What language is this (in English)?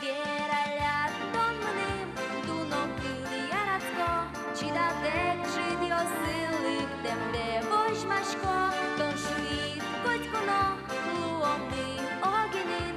Udmurt